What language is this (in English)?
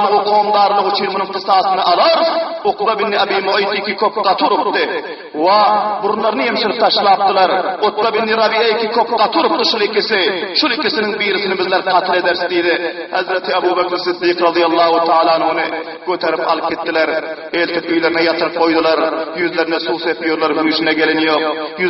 Turkmen